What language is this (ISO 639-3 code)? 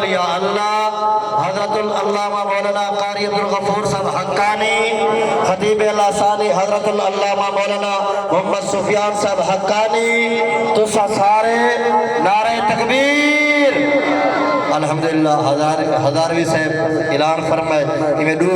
skr